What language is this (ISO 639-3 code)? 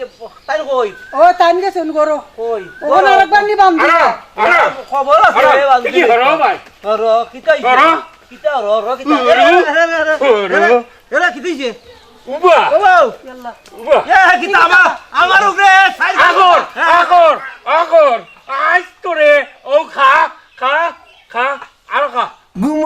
syl